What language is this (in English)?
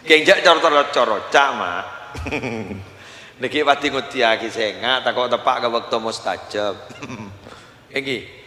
Madurese